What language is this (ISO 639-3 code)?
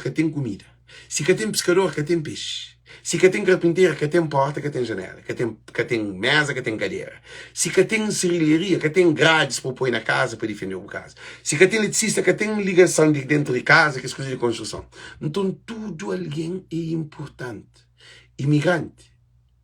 kea